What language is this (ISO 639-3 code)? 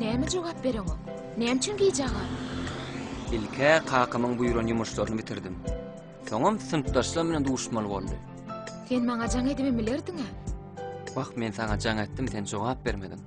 tuk